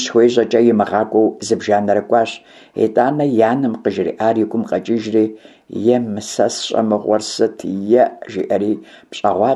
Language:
Kabardian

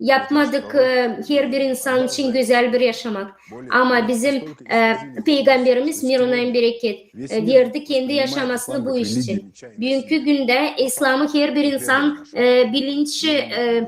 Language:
Gagauz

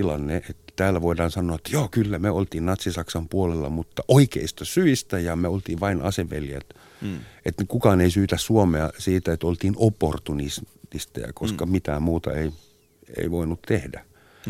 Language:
Finnish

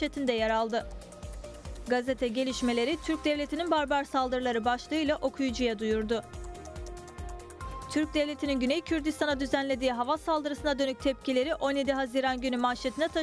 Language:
Turkish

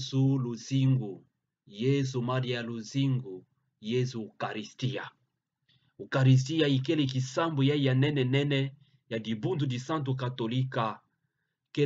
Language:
Kituba (Democratic Republic of Congo)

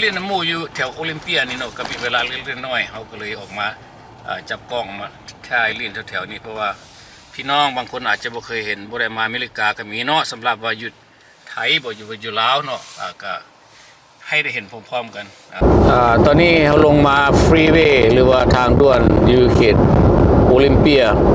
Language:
Lao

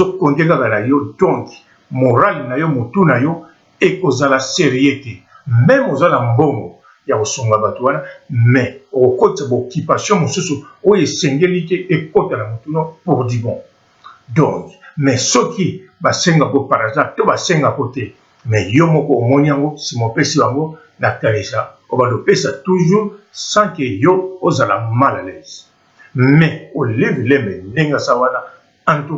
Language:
Lingala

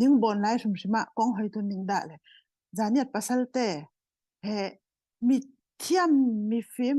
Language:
Falam Chin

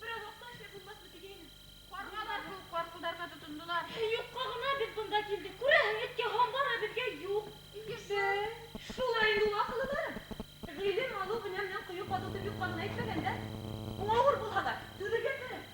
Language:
Bashkir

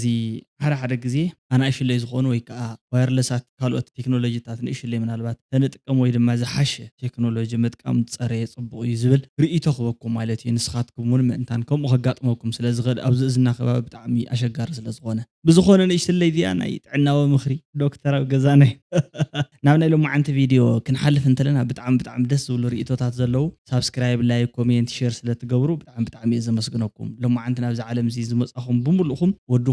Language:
Tigrinya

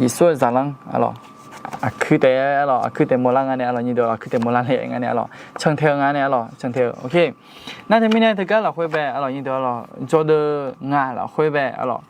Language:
Akha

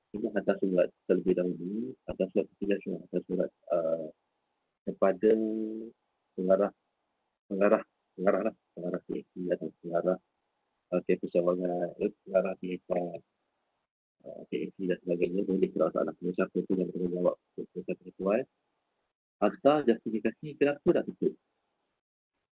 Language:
Malay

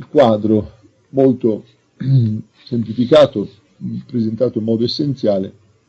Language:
Italian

